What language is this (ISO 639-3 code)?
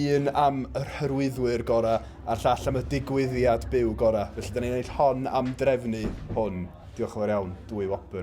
cym